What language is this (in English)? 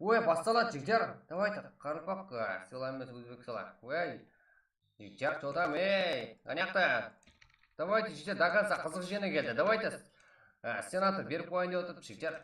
Kara-Kalpak